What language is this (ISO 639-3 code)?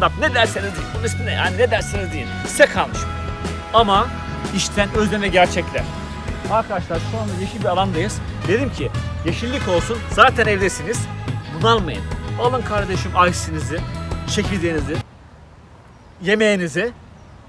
tur